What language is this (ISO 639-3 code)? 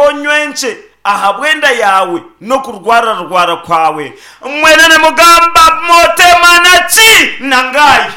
nyn